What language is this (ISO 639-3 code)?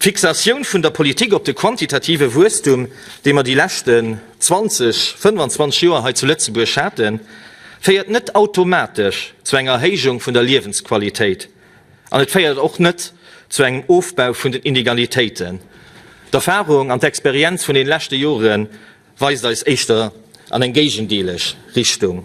ltz